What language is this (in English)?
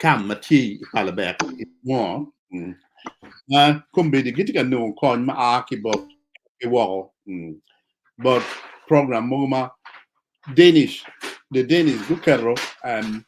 Acoli